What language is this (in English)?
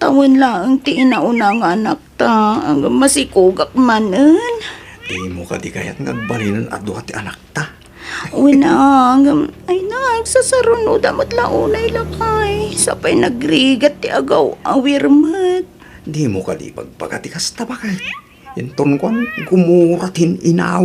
Iloko